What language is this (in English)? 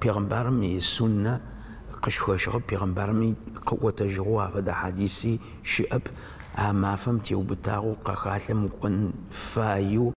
Adyghe